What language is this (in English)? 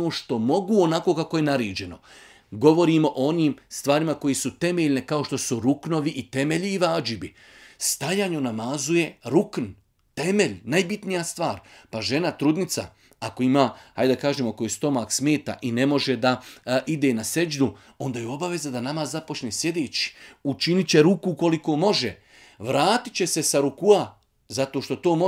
Bosnian